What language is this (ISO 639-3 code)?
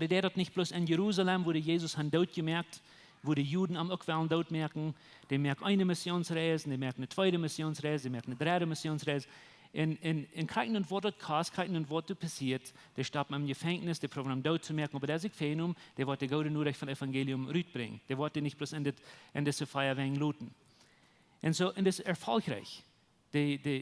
pdt